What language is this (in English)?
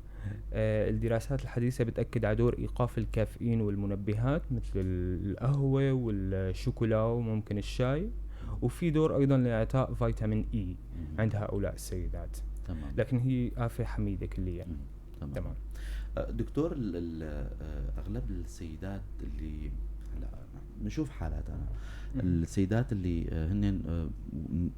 North Levantine Arabic